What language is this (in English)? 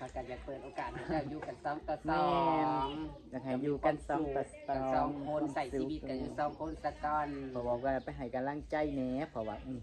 Northeastern Thai